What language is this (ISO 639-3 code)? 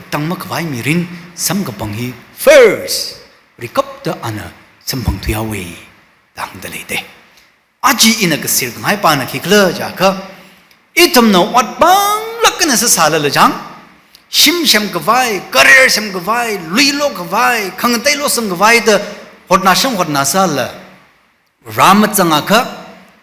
nmf